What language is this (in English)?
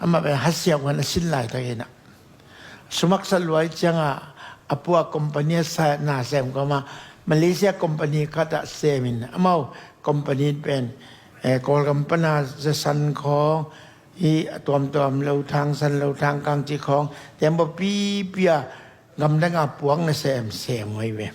Tedim Chin